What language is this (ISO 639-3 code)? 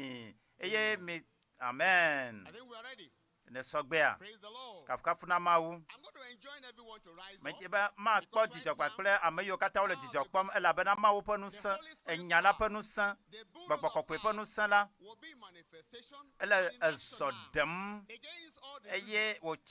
ewe